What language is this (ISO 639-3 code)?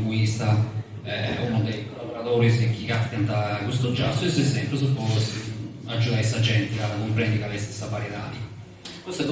srd